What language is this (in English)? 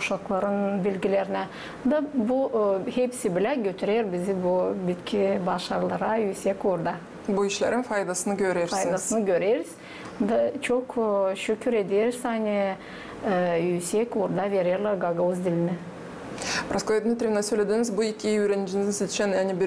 Gagauz